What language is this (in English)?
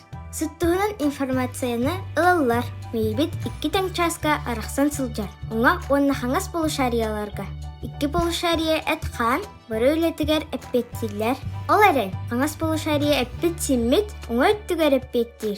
Yakut